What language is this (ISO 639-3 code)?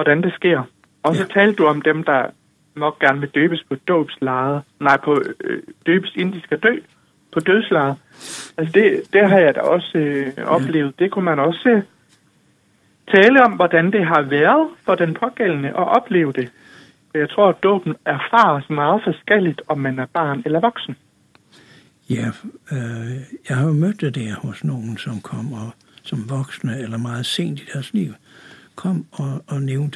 dan